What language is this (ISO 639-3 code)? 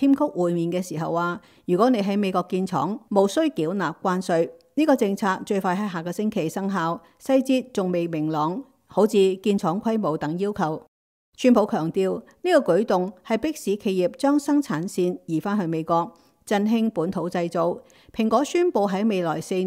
yue